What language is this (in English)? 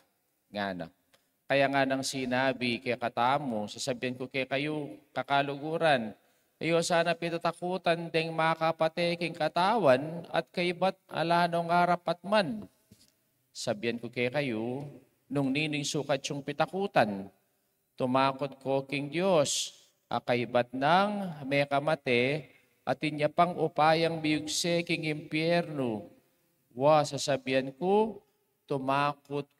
Pampanga